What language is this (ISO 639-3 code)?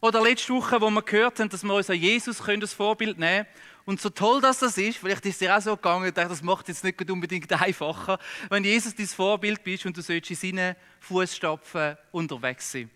gsw